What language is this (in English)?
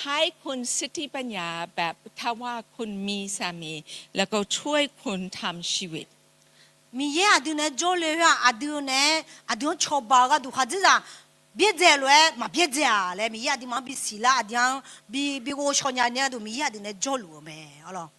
Akha